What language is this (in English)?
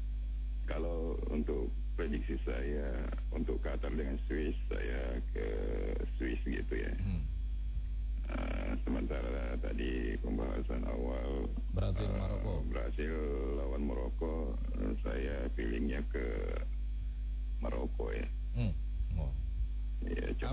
Indonesian